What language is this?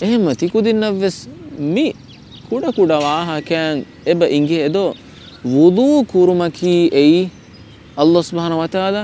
Divehi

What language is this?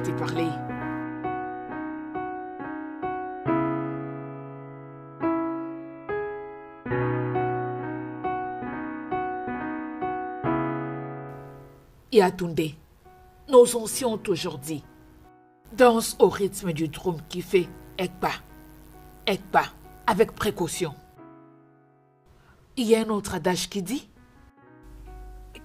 French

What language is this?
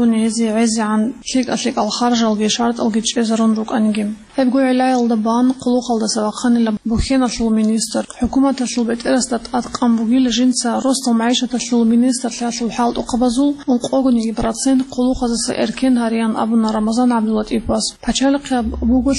Avaric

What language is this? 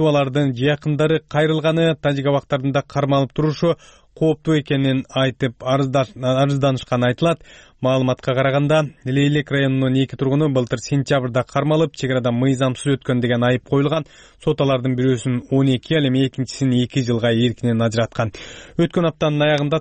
Kyrgyz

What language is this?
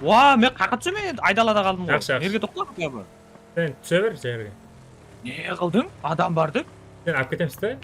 Kara-Kalpak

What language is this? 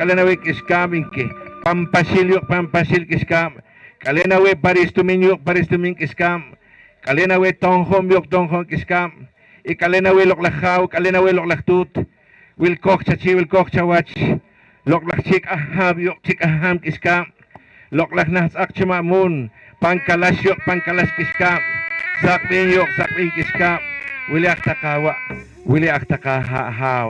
Poqomchi'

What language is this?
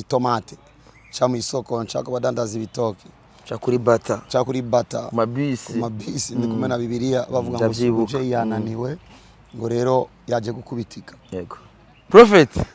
Rundi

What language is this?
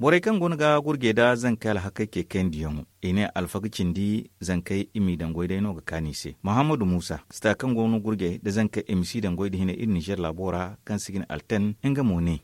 Zarma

